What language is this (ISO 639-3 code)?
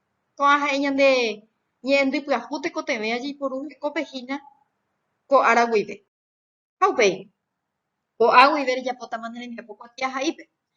grn